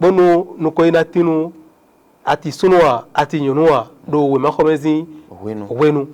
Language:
Fon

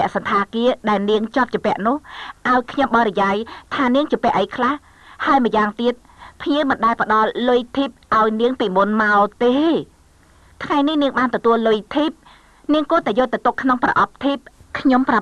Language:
Khmer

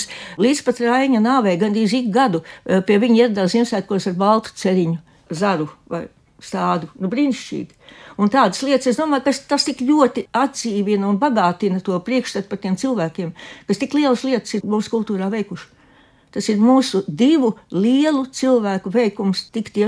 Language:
Latvian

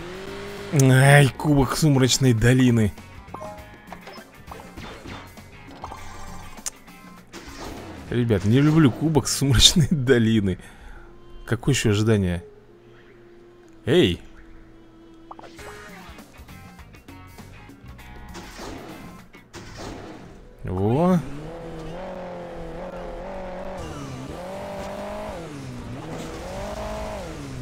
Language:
Russian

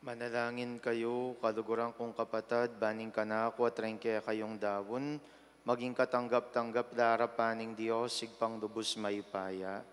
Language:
Pampanga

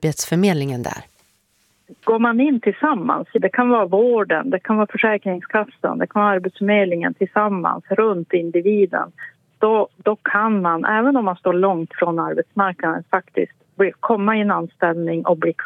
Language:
Swedish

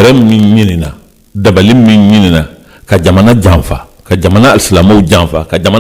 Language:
Bambara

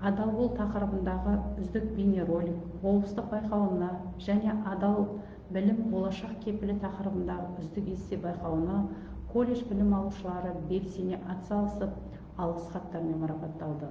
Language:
Kazakh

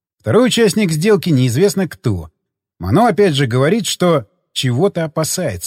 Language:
Russian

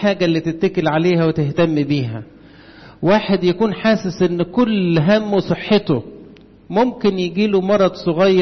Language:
Egyptian Arabic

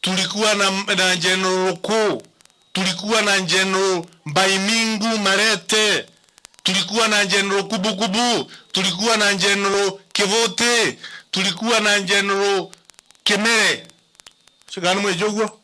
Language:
Meru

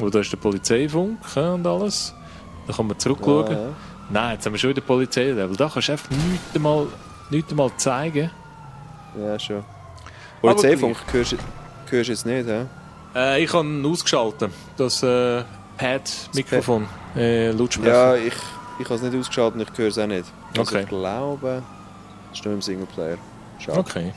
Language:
Swiss German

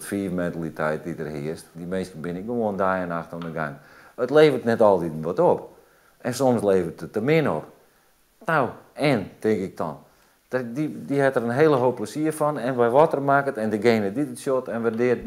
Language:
Western Frisian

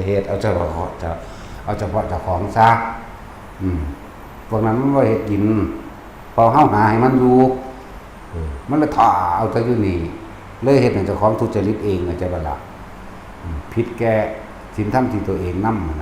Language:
Northeastern Thai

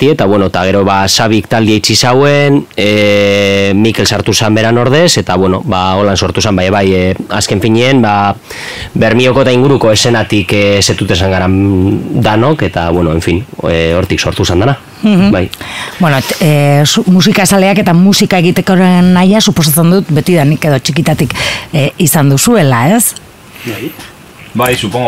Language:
Basque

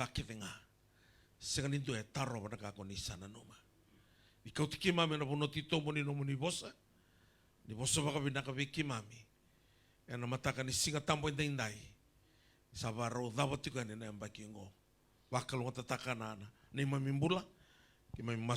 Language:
Fijian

